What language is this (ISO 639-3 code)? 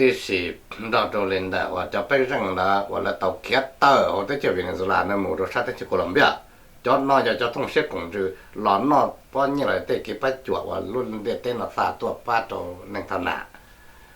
hmn